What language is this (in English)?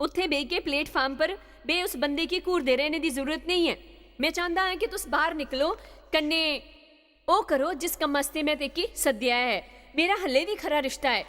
Dogri